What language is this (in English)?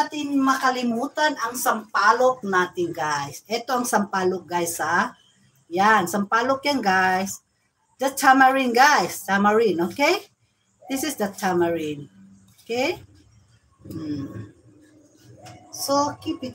Filipino